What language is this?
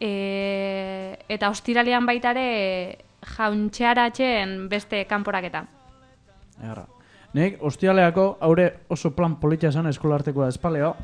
Basque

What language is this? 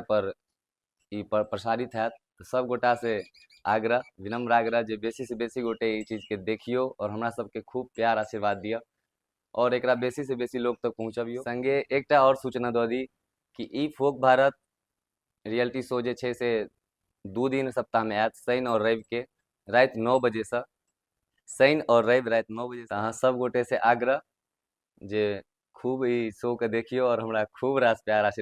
Maithili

